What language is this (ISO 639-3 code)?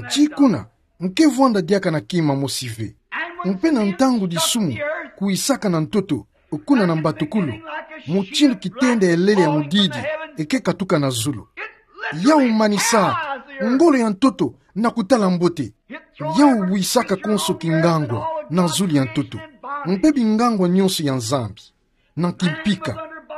ktu